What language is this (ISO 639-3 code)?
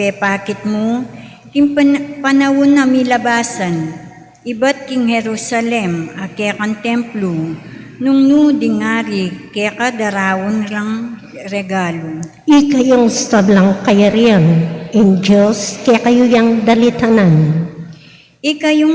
pam